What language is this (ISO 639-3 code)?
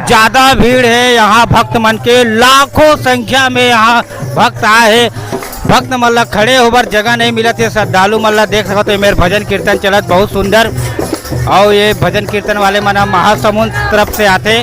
hne